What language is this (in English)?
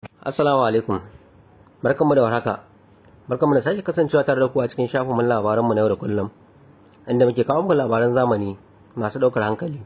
Hausa